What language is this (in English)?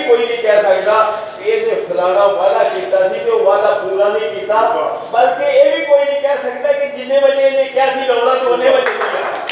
Western Panjabi